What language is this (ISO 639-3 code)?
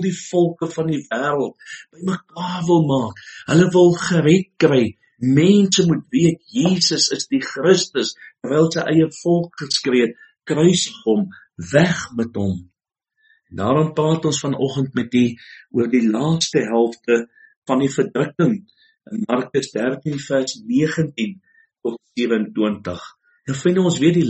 afr